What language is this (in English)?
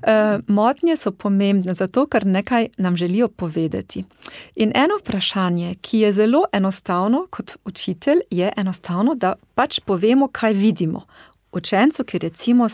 Slovenian